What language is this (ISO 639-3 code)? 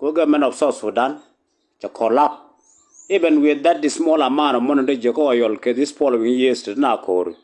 nus